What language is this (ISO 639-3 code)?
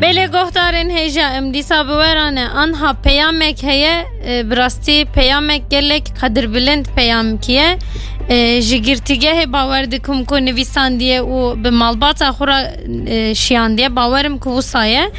kur